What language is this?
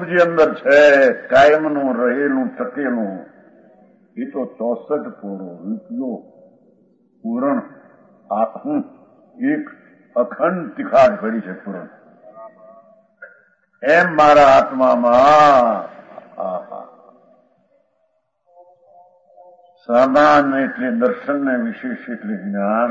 Gujarati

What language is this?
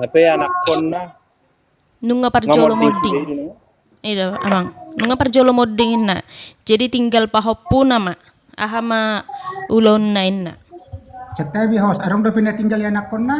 Batak Toba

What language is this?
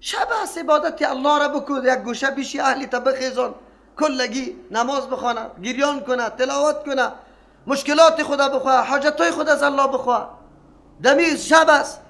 Persian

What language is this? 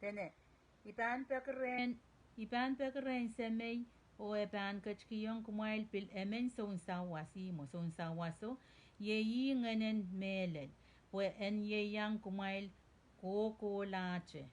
Pohnpeian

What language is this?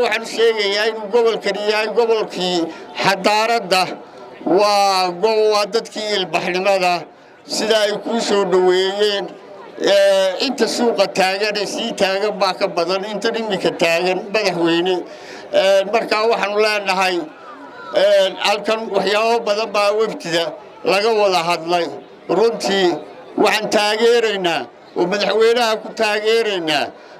Somali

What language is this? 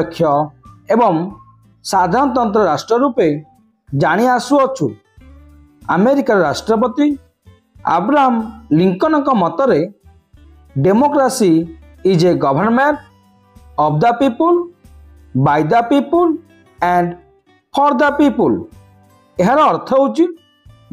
Odia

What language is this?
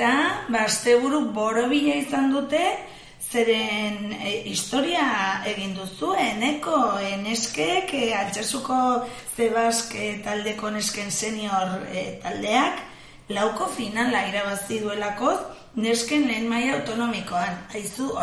Basque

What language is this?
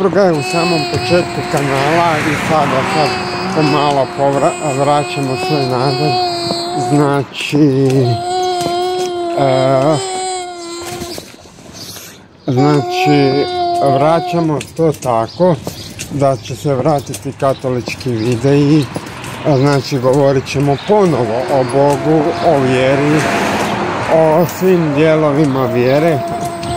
Croatian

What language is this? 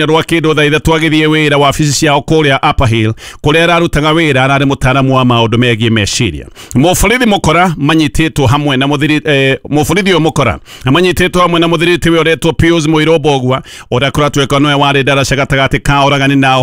Kikuyu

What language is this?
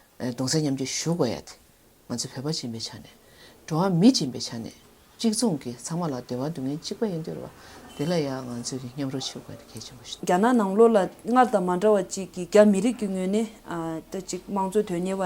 Tibetan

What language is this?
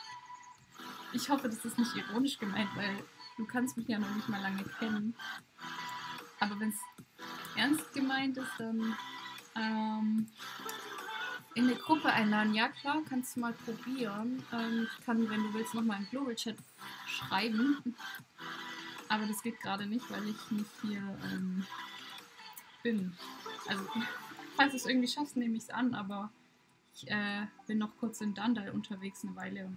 German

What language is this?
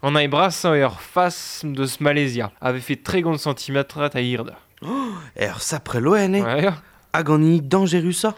Breton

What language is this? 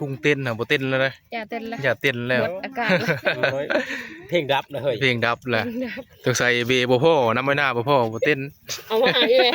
Northeastern Thai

